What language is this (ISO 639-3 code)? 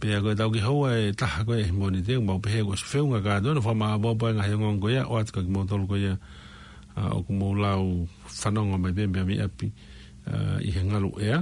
ton